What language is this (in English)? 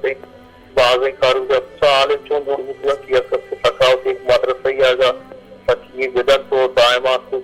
Baluchi